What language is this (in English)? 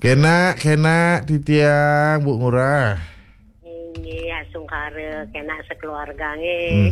Balinese